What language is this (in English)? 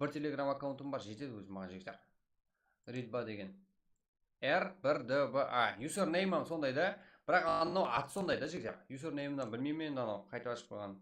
Kara-Kalpak